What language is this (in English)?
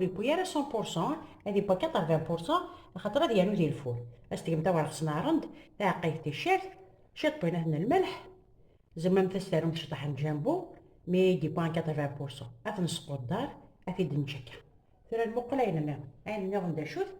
Kabyle